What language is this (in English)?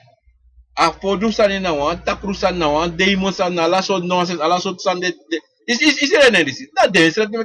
Sranan Tongo